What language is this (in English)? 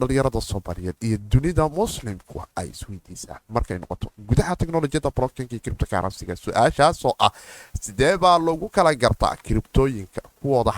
Somali